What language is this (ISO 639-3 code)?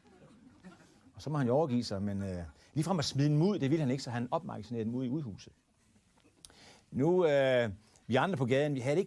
dan